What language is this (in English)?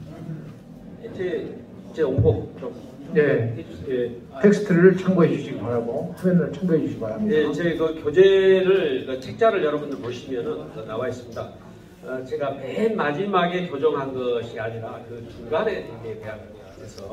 Korean